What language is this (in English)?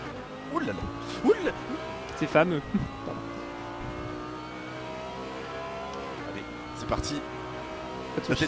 French